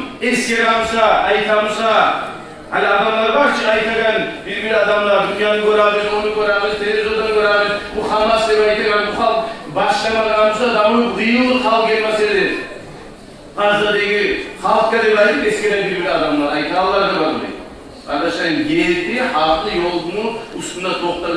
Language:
Kumyk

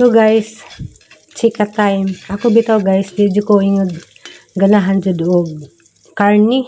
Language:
Cebuano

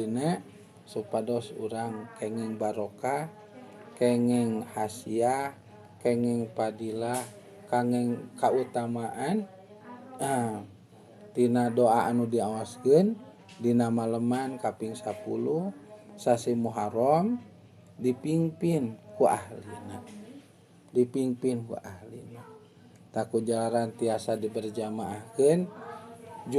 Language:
Sundanese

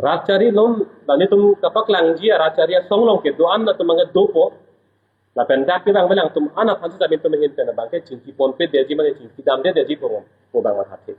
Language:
Karbi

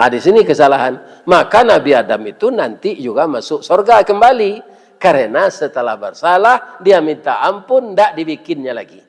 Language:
Minangkabau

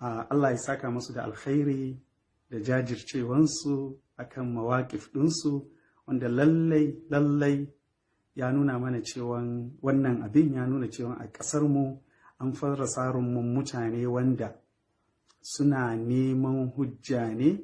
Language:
Hausa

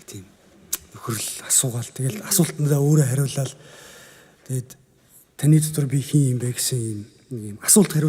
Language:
Mongolian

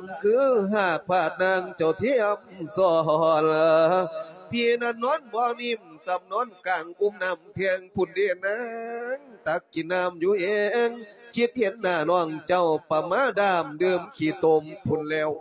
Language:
Lao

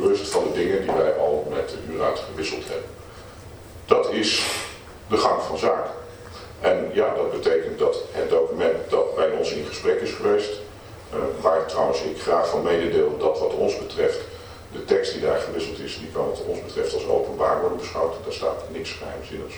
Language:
Dutch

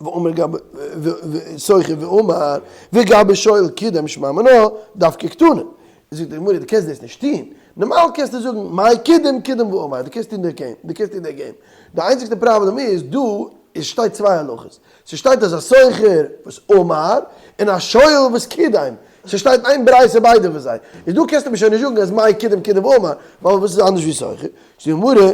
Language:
Yiddish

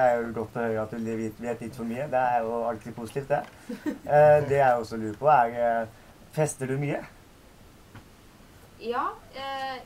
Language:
Norwegian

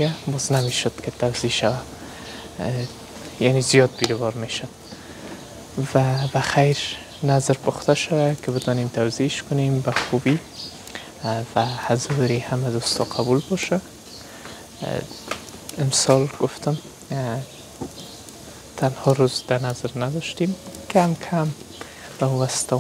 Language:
Persian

